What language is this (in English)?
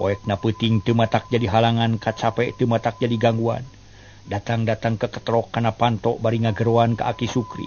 Sundanese